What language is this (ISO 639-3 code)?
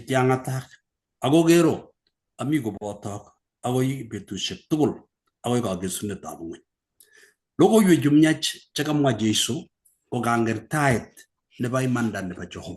kln